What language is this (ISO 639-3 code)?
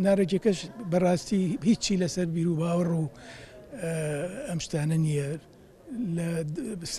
ckb